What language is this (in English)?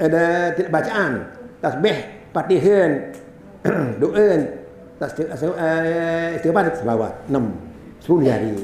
Sasak